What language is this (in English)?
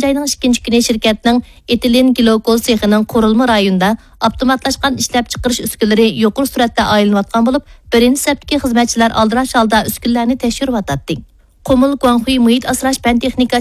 Uyghur